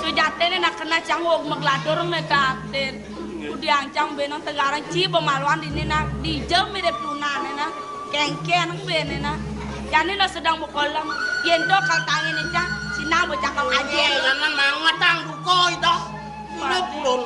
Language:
Balinese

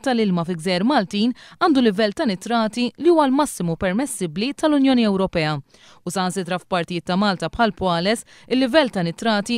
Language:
Maltese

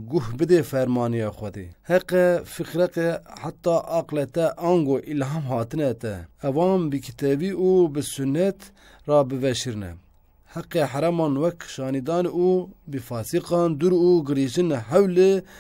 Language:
Kurdish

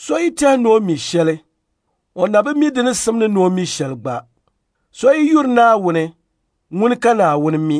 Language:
Dagbani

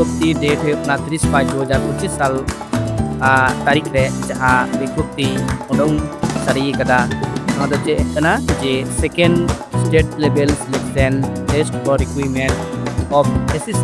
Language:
Santali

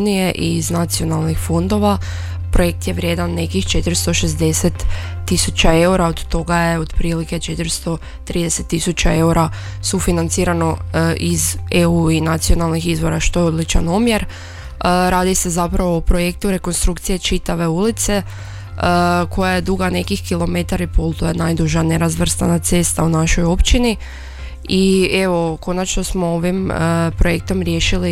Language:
Croatian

